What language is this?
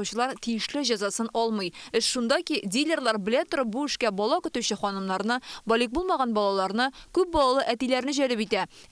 Tatar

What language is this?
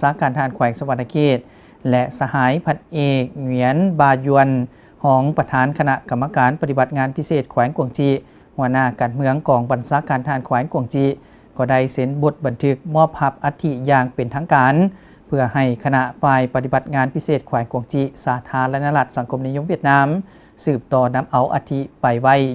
Lao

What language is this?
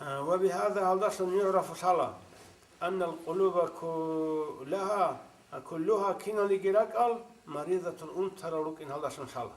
Avaric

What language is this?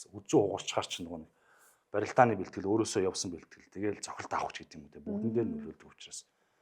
Mongolian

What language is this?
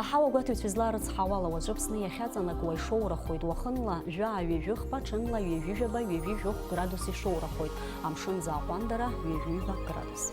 Abkhazian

